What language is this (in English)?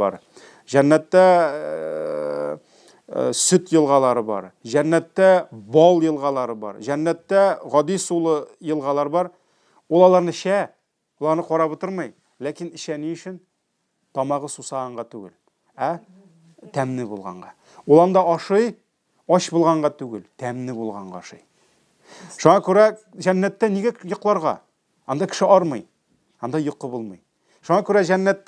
Tatar